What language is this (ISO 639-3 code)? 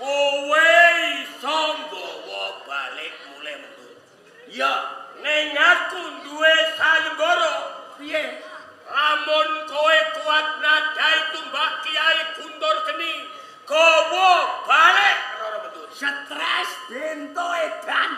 jav